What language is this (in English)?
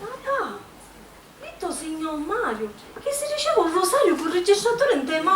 Sicilian